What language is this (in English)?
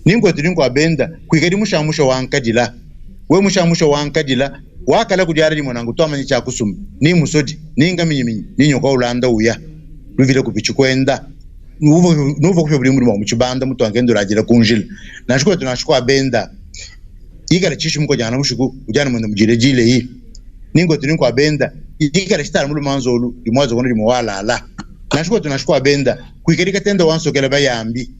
Luba-Lulua